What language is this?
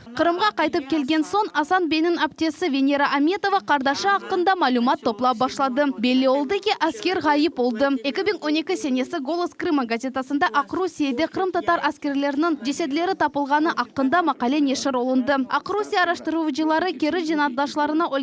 Crimean Tatar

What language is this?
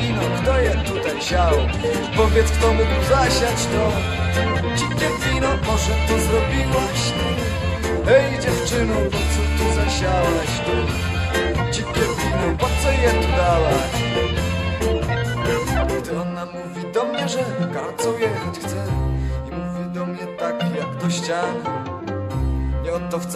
Polish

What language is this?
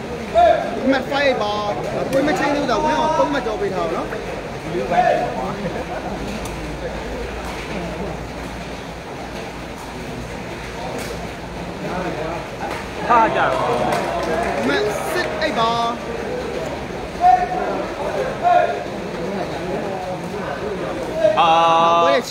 Burmese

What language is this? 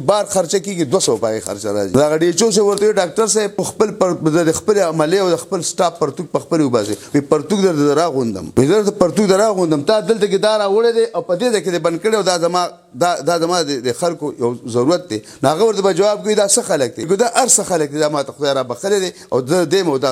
Pashto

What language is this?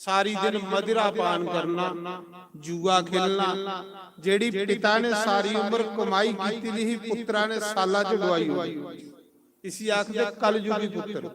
Dogri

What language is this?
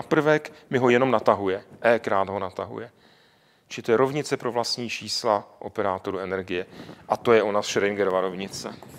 Czech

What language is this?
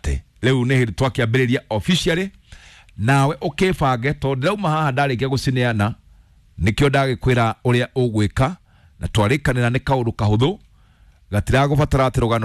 Kikuyu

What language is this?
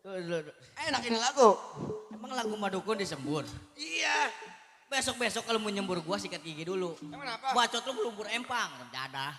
Betawi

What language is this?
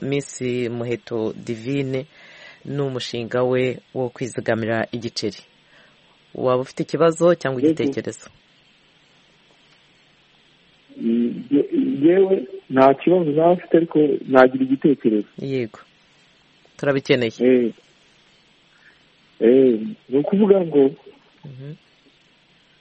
Kinyarwanda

